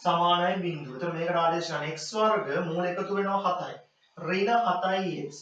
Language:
Sinhala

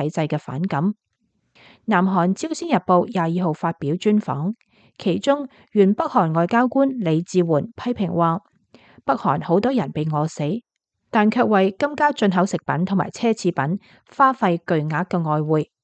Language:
Cantonese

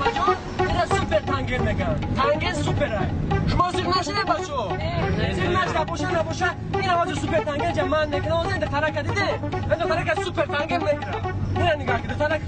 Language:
Tajik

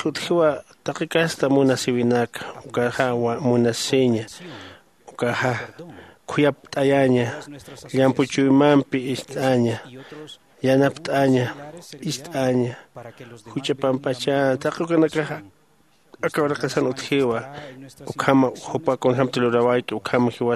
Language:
Aymara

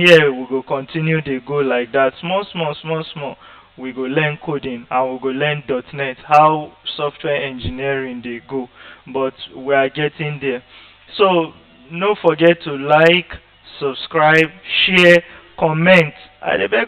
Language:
Nigerian Pidgin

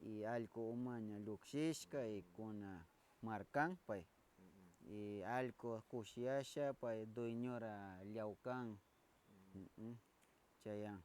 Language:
Northern Pastaza Quichua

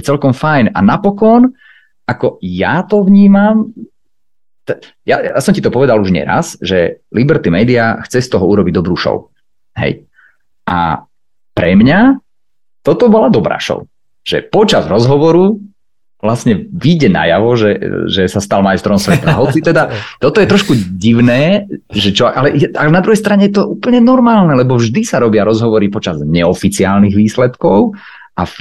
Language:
Slovak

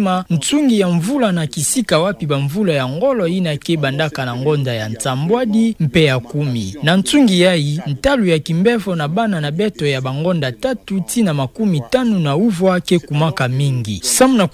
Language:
Kituba (Democratic Republic of Congo)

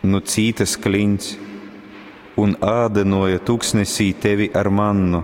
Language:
Latgalian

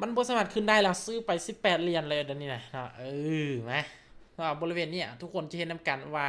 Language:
Lao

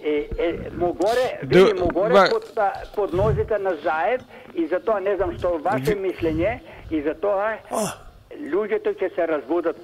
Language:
Macedonian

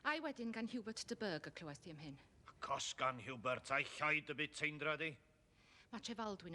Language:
Welsh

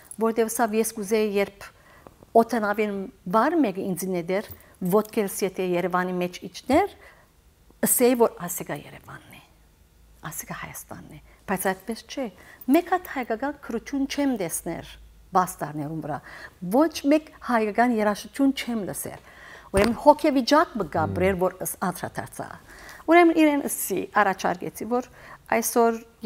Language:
Western Armenian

